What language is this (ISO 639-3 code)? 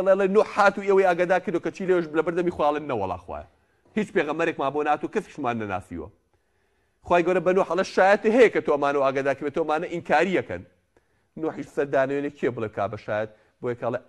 ckb